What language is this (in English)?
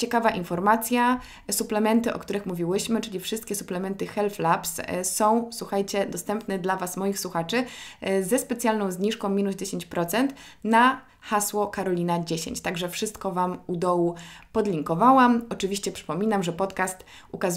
Polish